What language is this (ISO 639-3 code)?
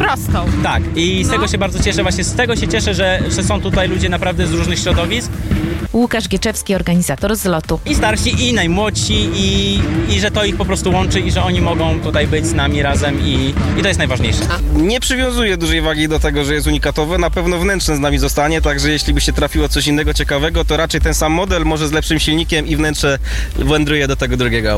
pol